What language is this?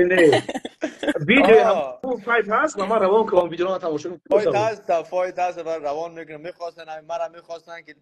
Persian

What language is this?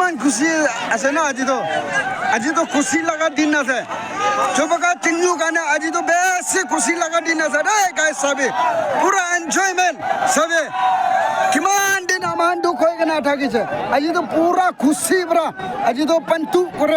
Naga Pidgin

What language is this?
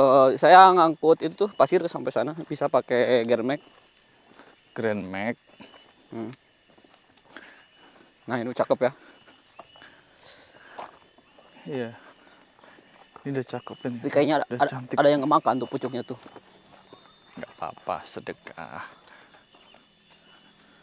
Indonesian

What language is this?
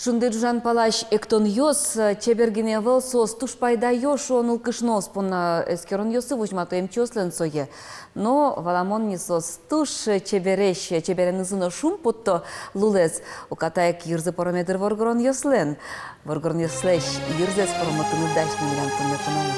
Udmurt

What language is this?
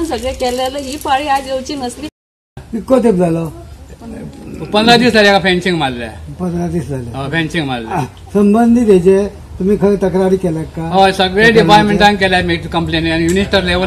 Konkani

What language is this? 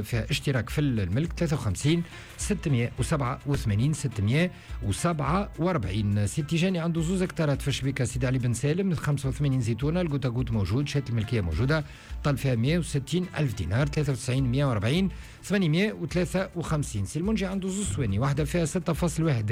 Tunisian Arabic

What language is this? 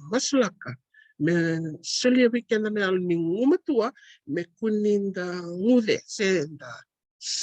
Fijian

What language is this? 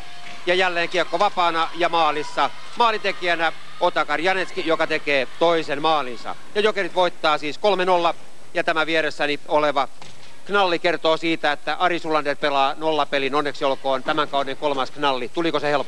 Finnish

